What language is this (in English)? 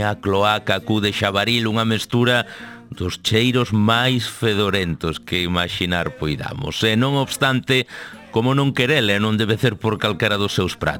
Galician